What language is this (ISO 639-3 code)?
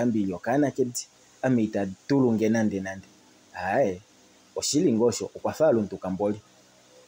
kua